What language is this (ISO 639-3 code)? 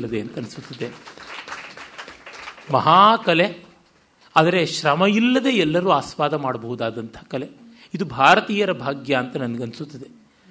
kan